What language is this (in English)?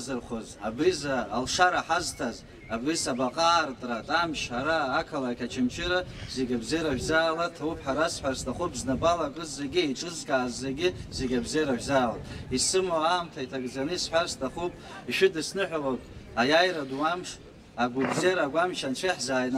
Abkhazian